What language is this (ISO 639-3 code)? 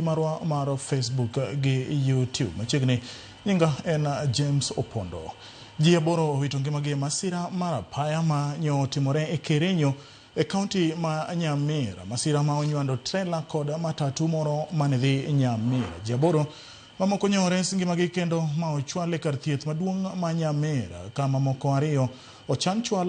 luo